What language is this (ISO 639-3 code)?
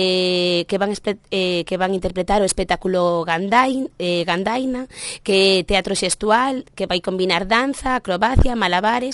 glg